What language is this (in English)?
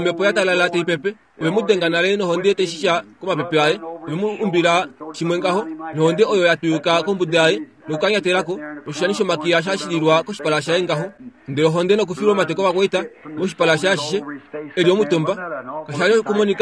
Kuanyama